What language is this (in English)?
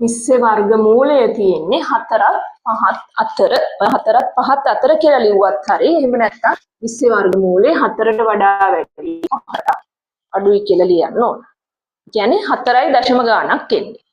Sinhala